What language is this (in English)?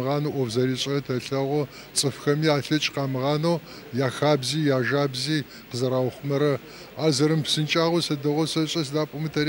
Adyghe